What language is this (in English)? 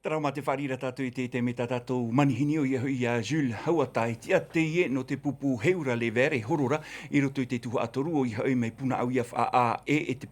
Tahitian